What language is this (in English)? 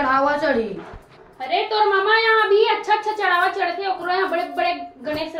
Chhattisgarhi